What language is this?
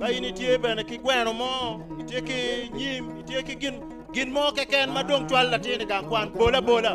Acoli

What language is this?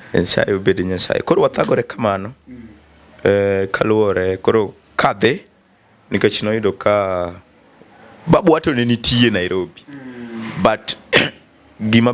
Luo (Kenya and Tanzania)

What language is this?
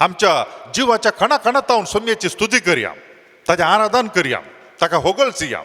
Konkani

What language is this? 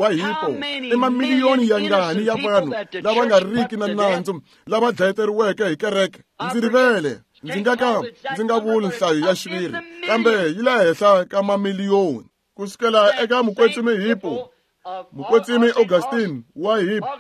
Tsonga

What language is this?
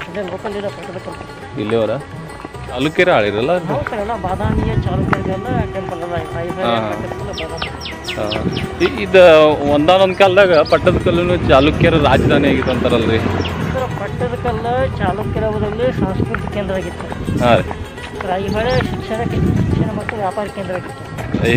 Kannada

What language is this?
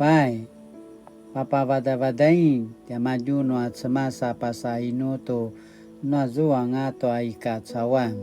Paiwan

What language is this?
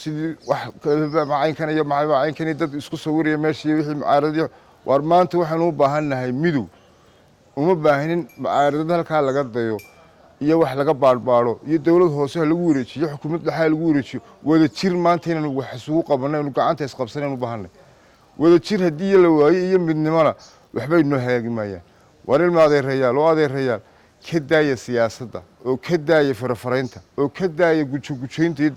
Somali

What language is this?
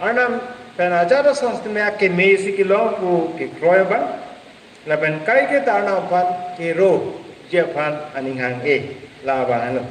Karbi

